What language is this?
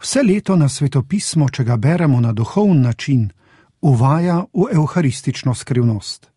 Slovenian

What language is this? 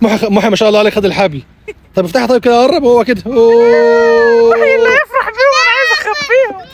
Egyptian Arabic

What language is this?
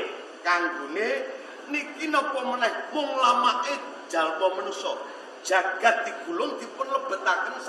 Javanese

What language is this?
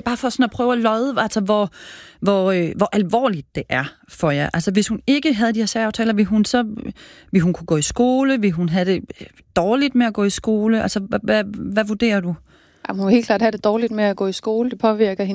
Danish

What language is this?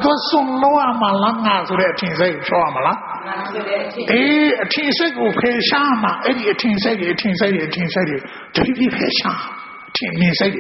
Burmese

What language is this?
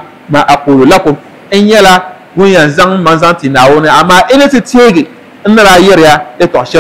Dagbani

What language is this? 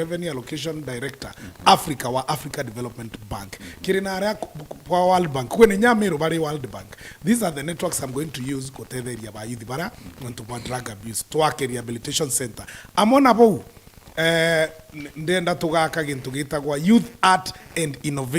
Meru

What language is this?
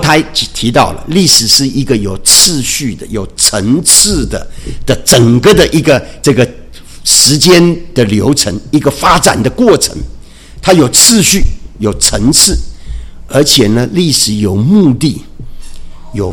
Chinese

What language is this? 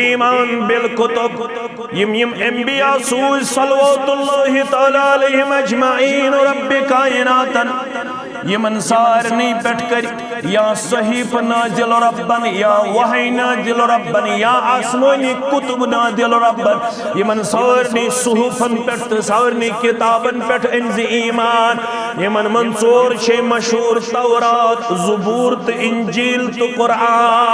Kashmiri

